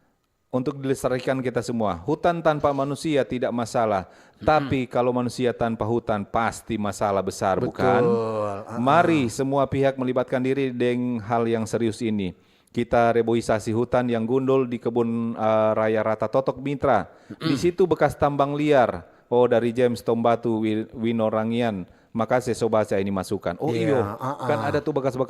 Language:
Manado Malay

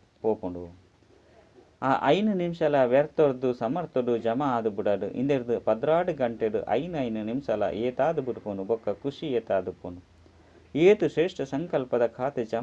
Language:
Tulu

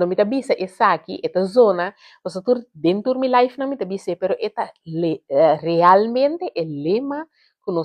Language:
Papiamento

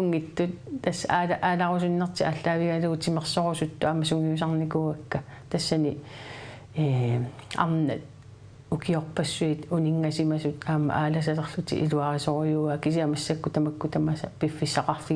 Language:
Kalaallisut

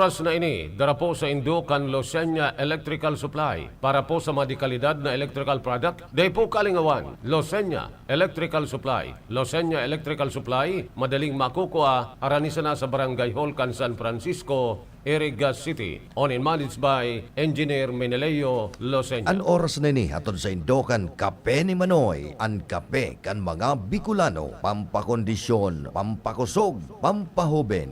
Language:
Bikol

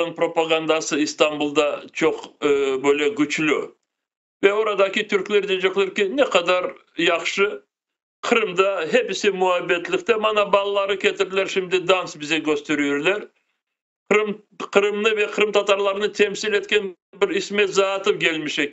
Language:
Crimean Tatar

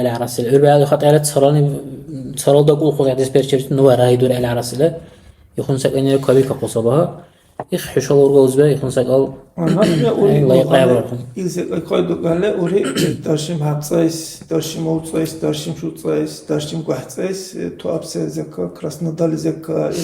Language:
Dargwa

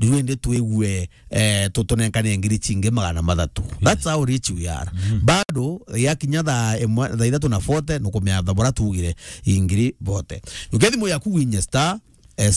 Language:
Meru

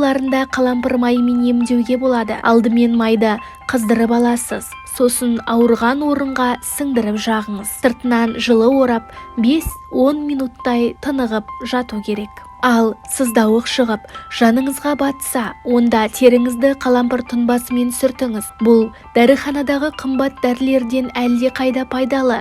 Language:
Kazakh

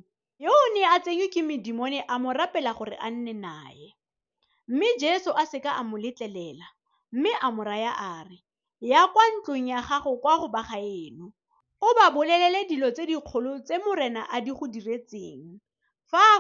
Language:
Tswana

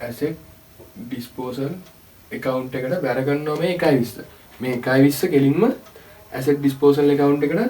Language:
Sinhala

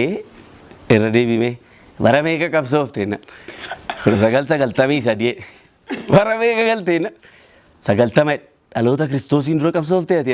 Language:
Oromo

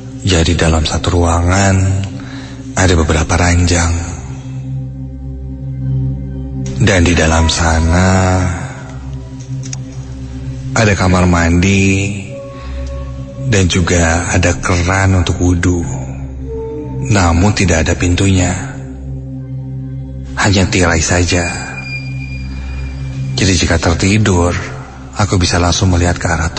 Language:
Indonesian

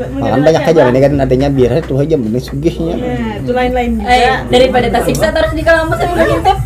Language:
Banjar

